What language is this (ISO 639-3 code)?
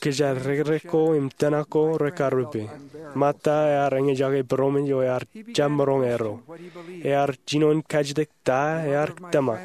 mah